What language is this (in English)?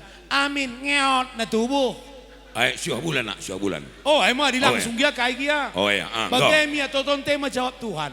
Batak Karo